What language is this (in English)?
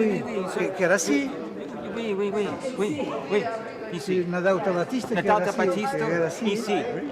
Occitan